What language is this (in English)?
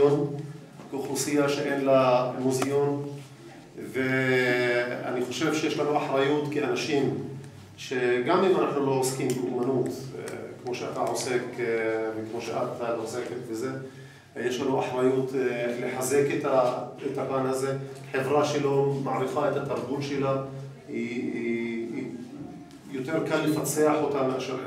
Hebrew